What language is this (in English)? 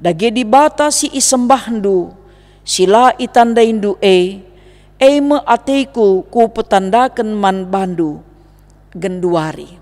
Batak Karo